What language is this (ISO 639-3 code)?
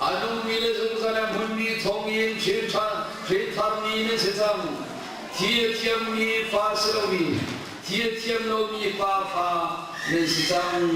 cnh